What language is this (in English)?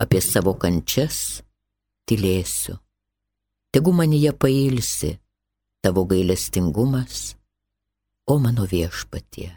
Lithuanian